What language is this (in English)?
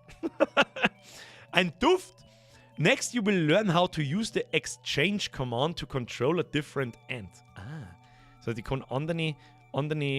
Bavarian